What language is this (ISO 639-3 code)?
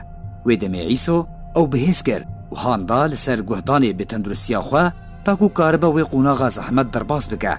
kur